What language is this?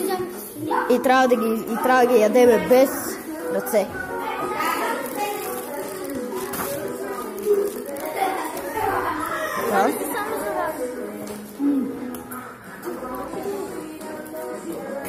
Bulgarian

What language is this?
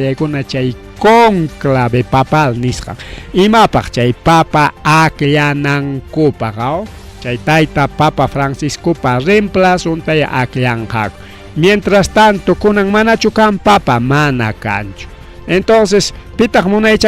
Ayacucho Quechua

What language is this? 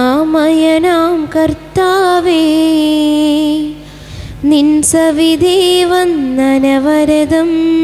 Malayalam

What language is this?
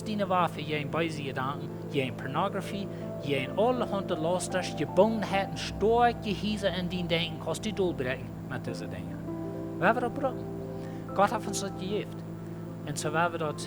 Plautdietsch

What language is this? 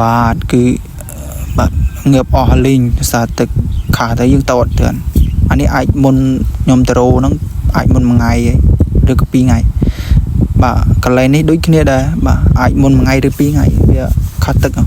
Khmer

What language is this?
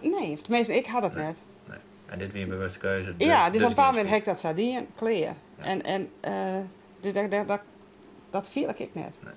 Western Frisian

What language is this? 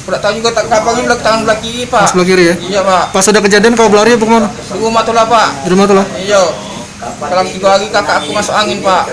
Musi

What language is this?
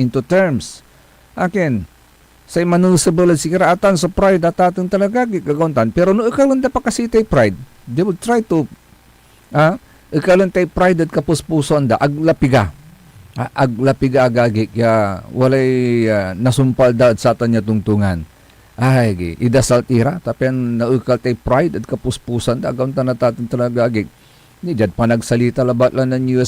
Pangasinan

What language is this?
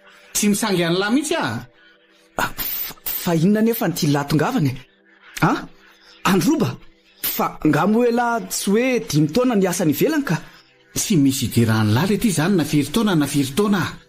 Malagasy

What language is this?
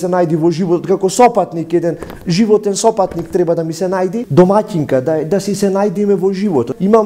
Macedonian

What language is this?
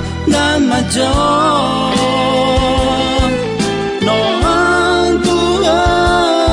Akha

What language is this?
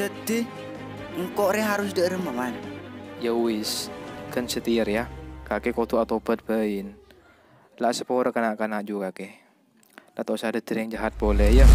Madurese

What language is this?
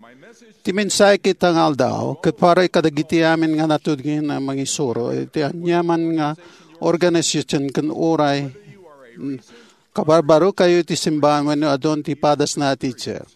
Iloko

